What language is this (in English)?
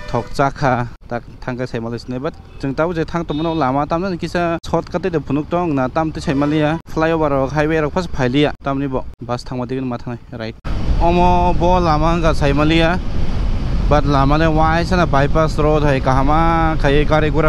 Kok Borok